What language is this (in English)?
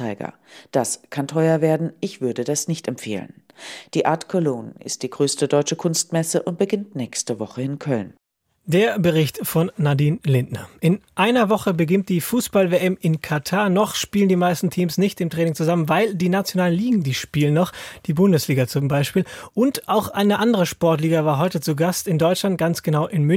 German